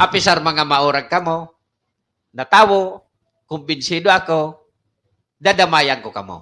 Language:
Bikol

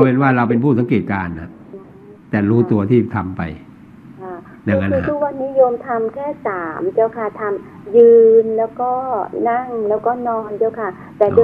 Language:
Thai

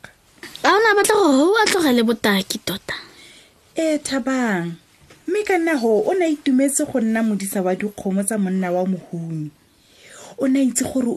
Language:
Tswana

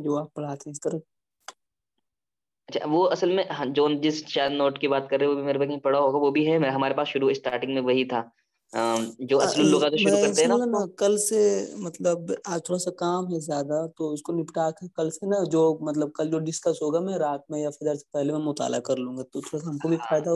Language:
Urdu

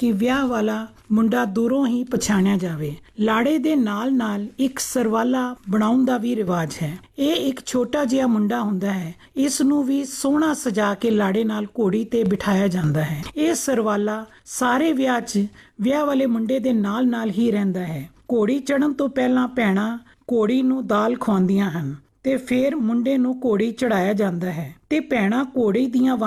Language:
Punjabi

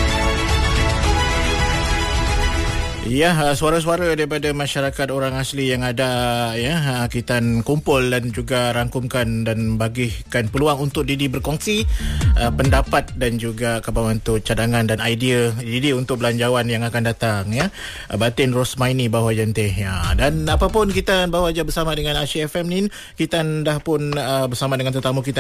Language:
Malay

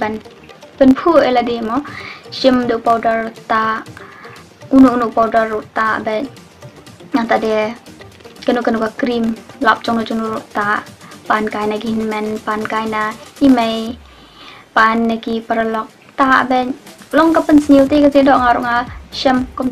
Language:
Khasi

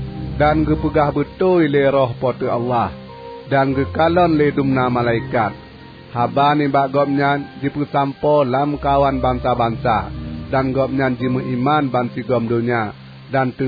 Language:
Achinese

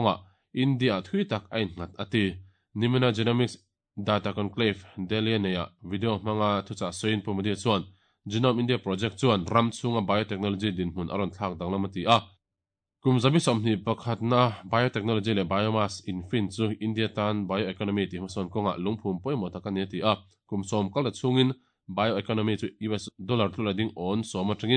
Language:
Mizo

